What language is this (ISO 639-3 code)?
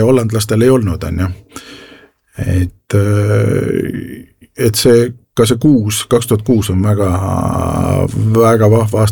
est